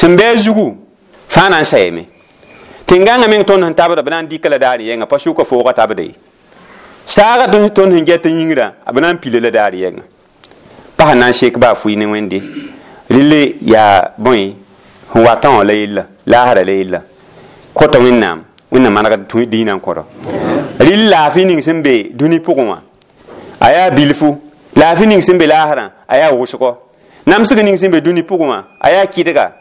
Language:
Mossi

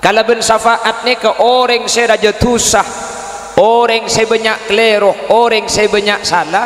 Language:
Madurese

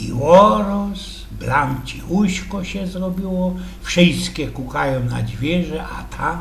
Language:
Silesian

